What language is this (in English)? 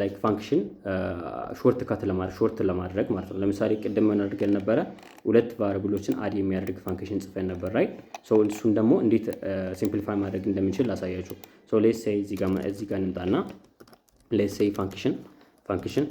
Amharic